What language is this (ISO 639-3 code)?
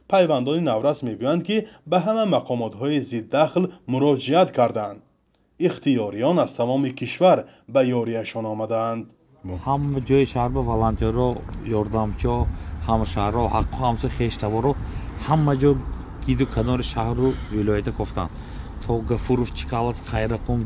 tgk